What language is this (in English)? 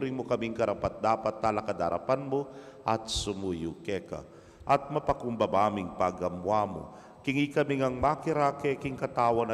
Pampanga